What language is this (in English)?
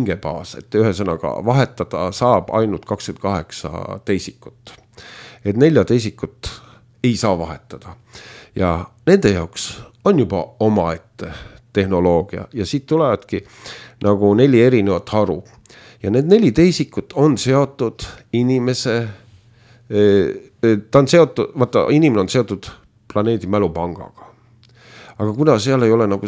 Estonian